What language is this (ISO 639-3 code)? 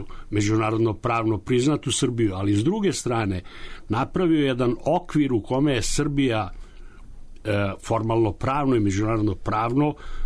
srp